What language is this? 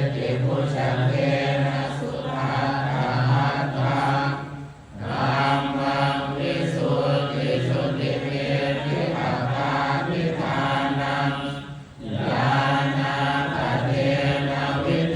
Pali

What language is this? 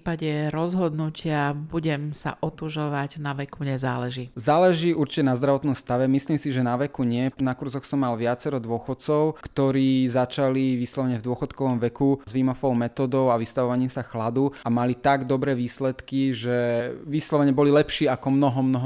Slovak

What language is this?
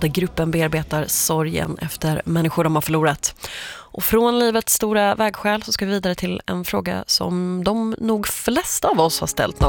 Swedish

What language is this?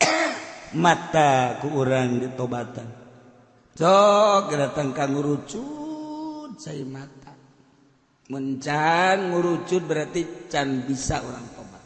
Sundanese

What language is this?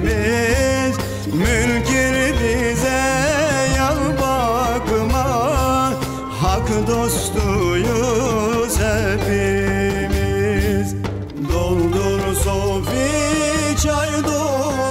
Turkish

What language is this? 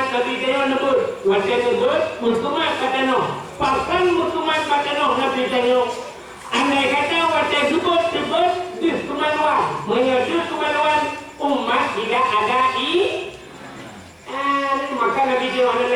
Achinese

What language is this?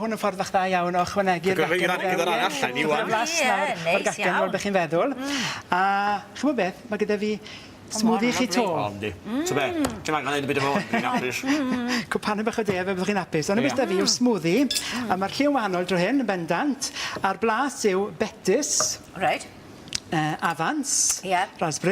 Welsh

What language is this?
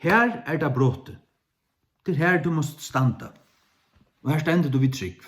Faroese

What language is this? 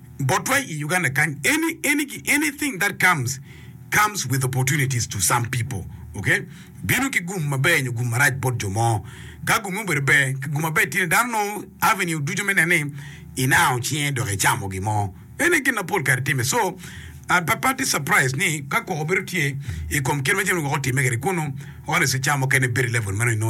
Acoli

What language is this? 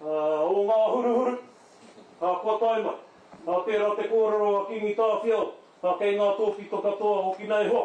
Māori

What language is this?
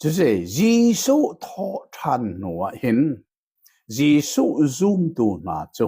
Hakha Chin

